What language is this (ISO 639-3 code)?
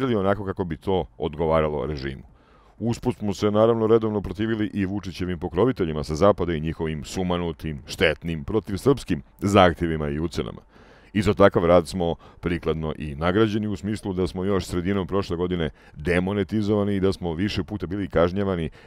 srp